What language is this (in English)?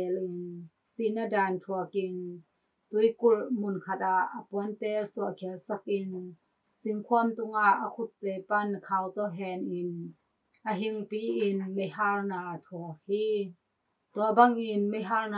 Tedim Chin